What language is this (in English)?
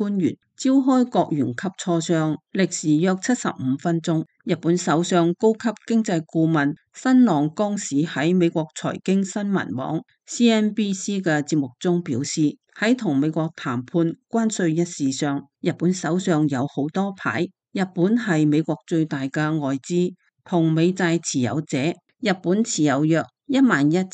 Cantonese